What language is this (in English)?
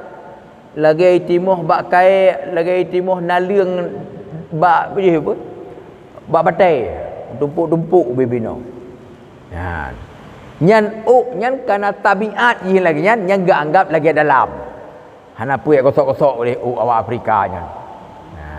Achinese